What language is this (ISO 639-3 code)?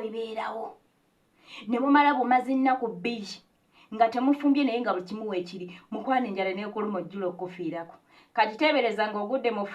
lug